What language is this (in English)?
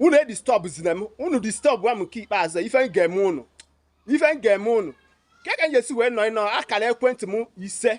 Igbo